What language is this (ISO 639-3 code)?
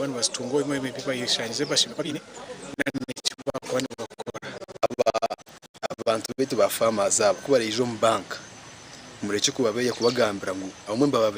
nyn